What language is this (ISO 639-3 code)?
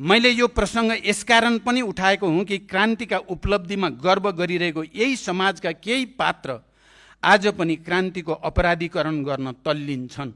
nep